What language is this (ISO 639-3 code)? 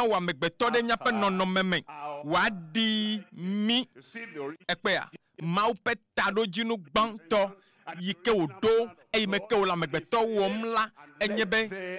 ewe